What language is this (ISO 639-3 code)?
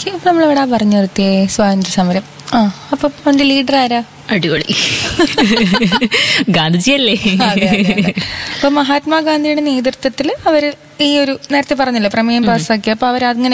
mal